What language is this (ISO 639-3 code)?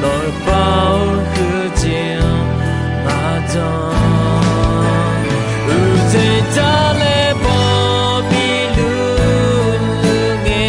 ahk